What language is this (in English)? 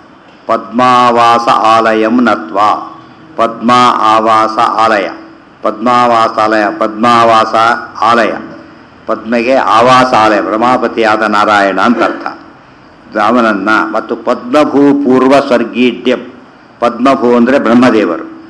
Kannada